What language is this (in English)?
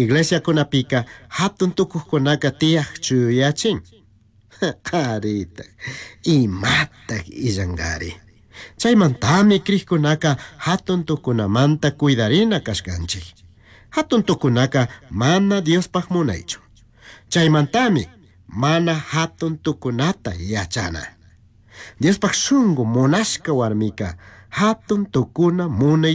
Chimborazo Highland Quichua